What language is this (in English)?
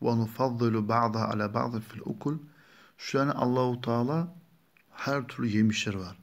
Kumyk